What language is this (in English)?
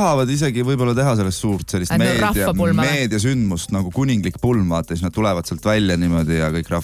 Estonian